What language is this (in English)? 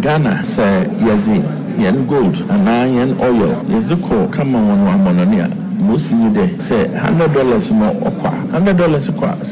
Akan